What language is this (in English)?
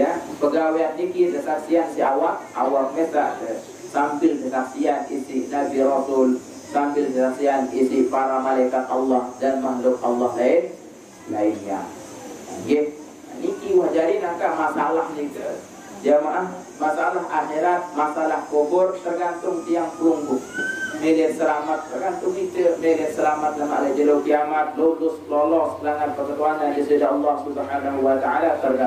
Sasak